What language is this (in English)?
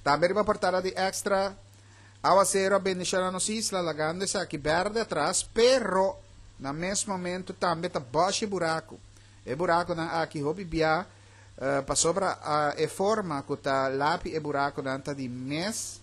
Papiamento